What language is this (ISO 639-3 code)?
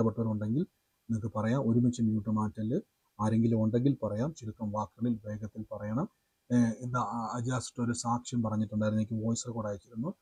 mal